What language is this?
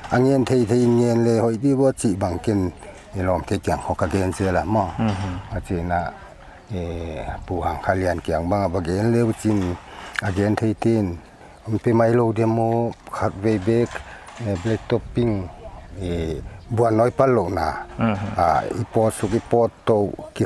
Paite Chin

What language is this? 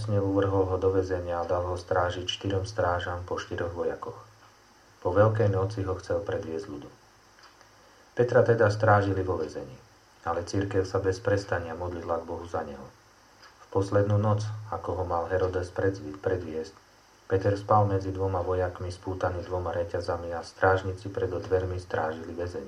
Slovak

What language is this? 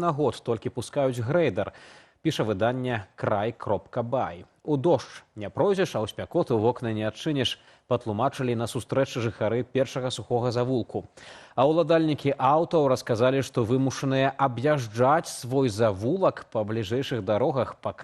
Belarusian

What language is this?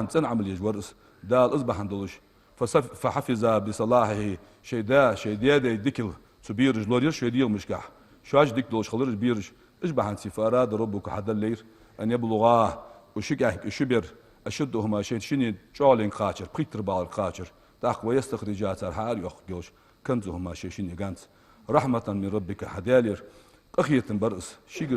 Ingush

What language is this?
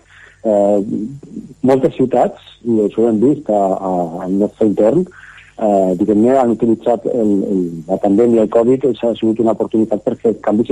Catalan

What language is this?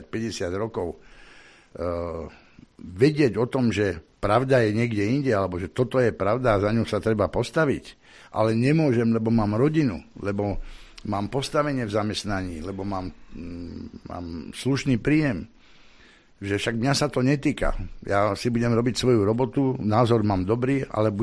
Slovak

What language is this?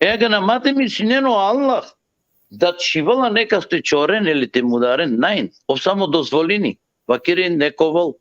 Balkan Romani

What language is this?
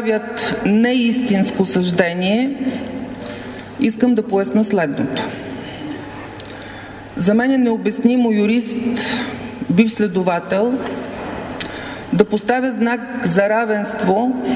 Bulgarian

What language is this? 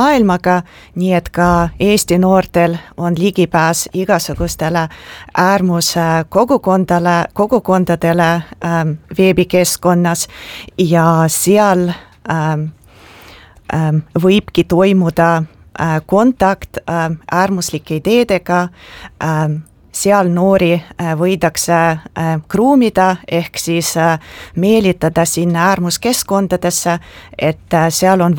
Estonian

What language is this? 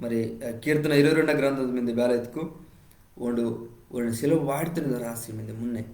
Koya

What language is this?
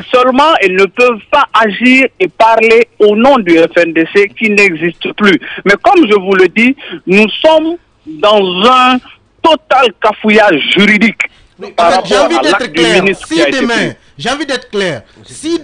French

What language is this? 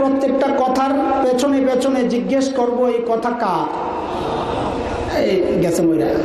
Bangla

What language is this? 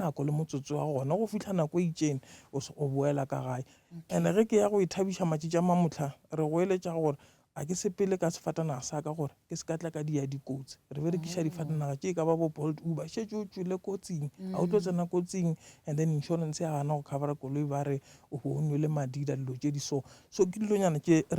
Northern Sotho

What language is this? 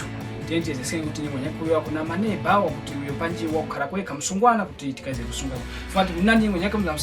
Tumbuka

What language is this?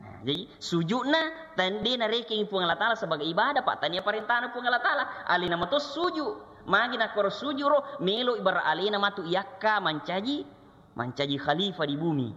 Buginese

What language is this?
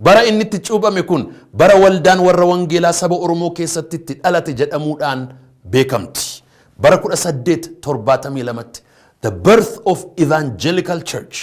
Oromo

